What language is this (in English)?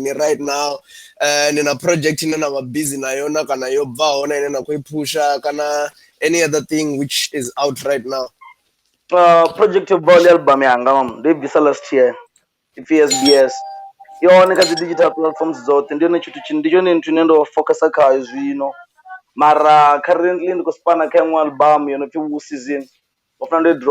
Venda